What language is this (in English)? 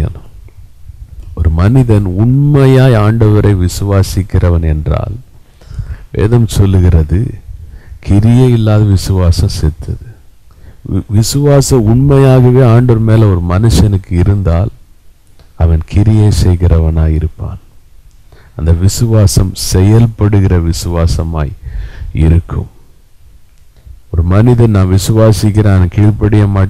Tamil